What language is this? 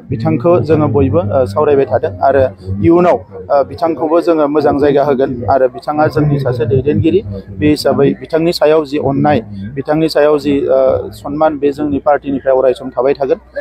Bodo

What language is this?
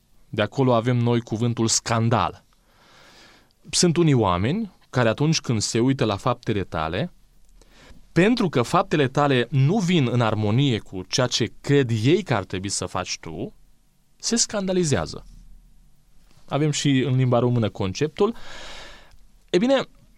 Romanian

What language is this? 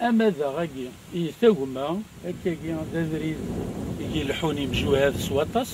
Kabyle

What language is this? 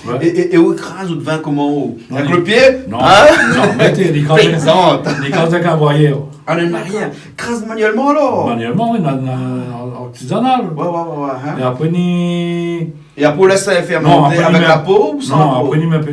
Réunion Creole French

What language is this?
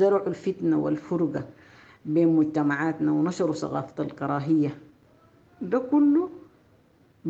Sudanese Arabic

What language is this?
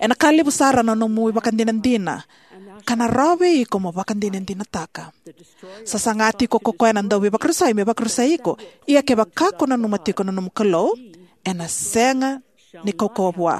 Fijian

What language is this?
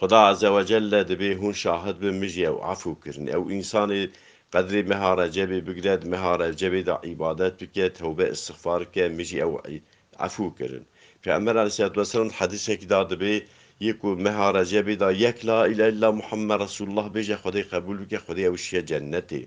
Kurdish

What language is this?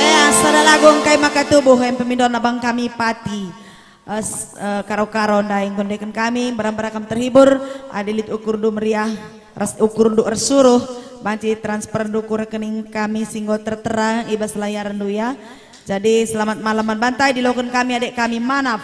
Batak Karo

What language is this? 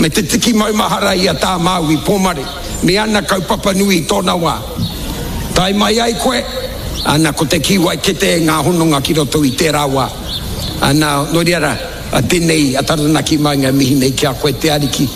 Māori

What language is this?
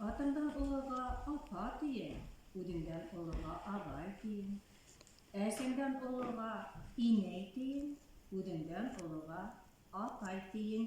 Bashkir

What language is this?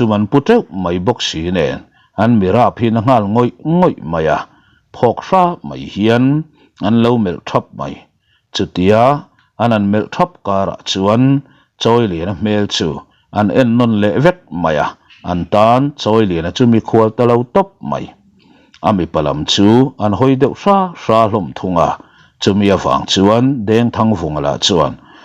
Mizo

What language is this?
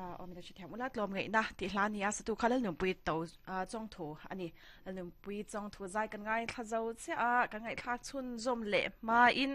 Mizo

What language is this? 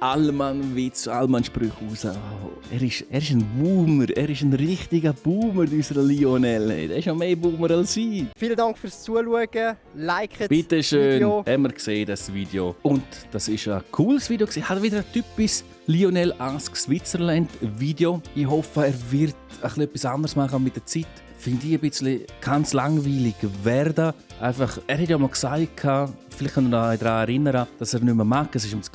Swiss German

